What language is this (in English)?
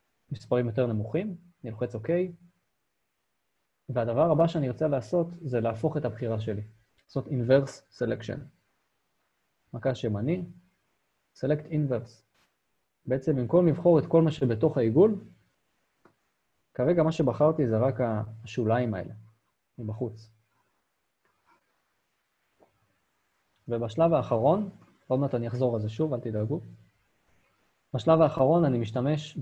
Hebrew